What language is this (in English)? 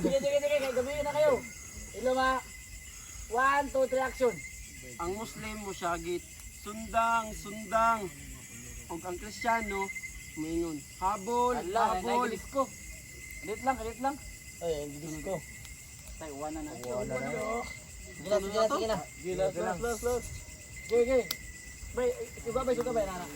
Cebuano